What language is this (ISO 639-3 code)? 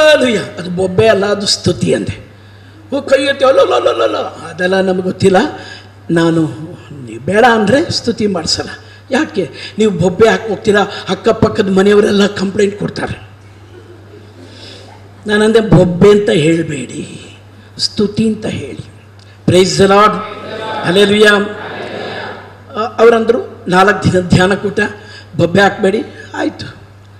kan